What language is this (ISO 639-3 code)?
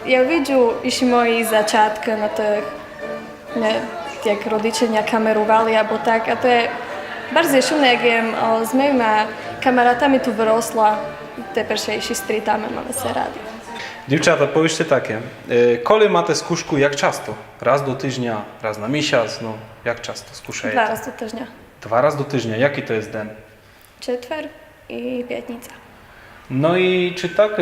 rue